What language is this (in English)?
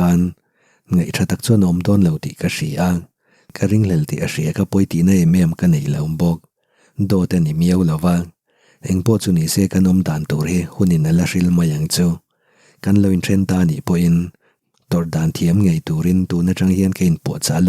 Mizo